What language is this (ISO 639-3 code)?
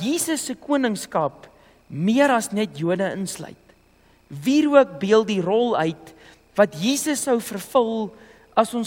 afr